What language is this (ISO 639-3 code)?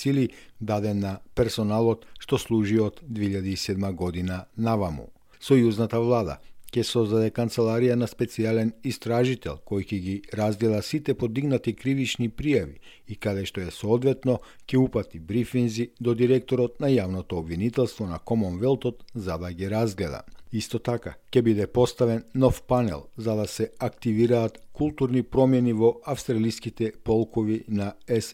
mkd